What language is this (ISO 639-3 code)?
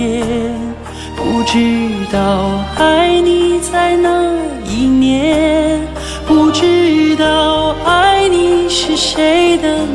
zho